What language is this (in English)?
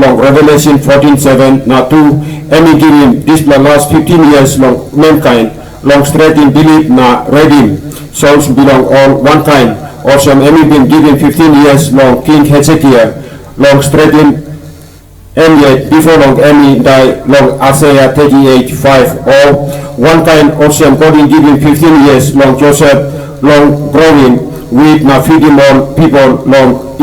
Tok Pisin